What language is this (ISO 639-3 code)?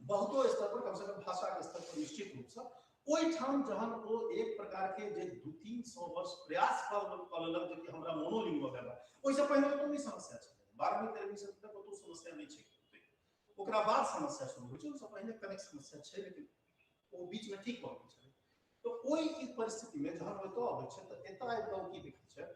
mai